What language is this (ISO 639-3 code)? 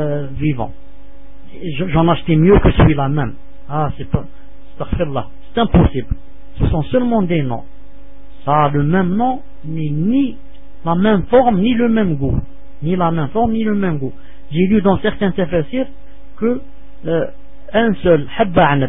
fra